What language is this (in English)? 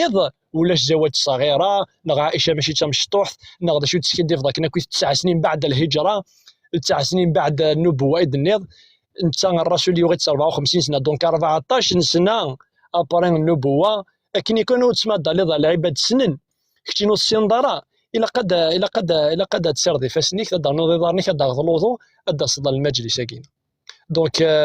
Kabyle